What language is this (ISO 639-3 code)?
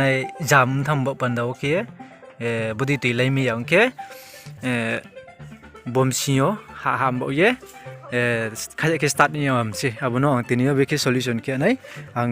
ria